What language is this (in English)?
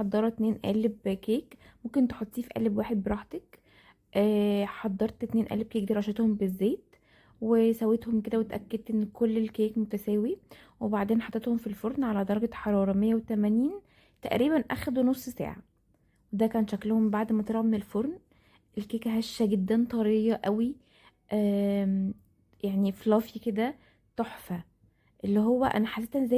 Egyptian Arabic